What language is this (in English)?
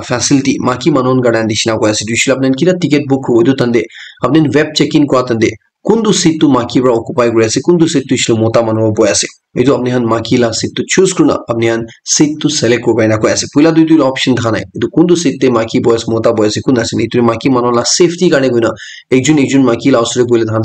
Naga Pidgin